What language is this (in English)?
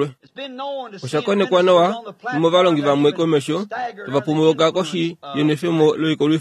Kuanyama